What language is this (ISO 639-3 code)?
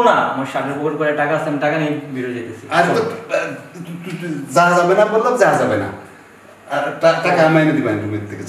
ben